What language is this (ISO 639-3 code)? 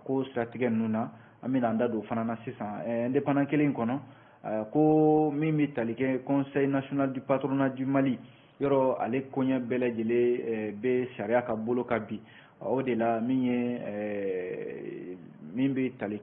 bam